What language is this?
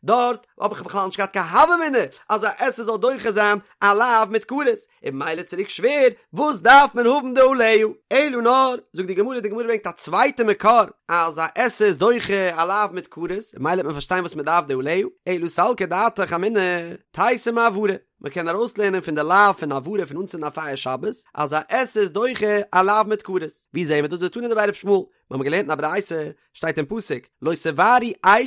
Yiddish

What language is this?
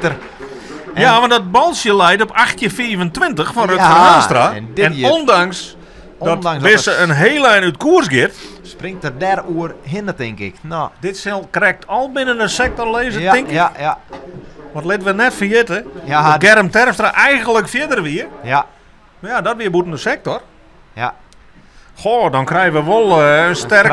Western Frisian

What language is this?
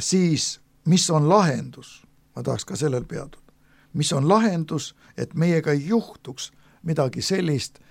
Estonian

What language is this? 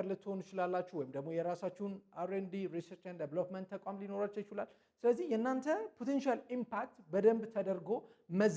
Amharic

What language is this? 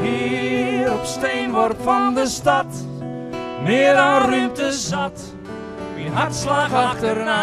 Western Frisian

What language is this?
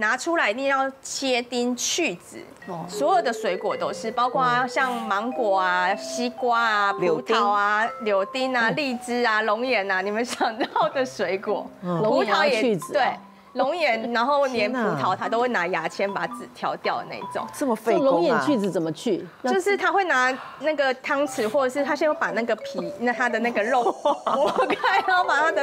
Chinese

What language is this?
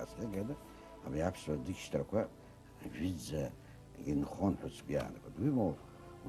Abkhazian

